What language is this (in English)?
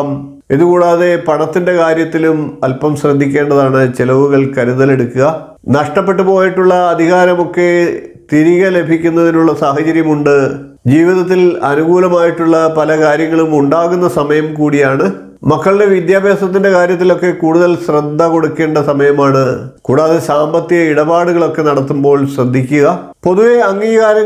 Malayalam